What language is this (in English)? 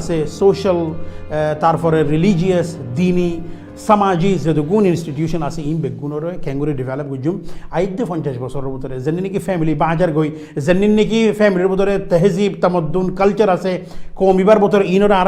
Rohingya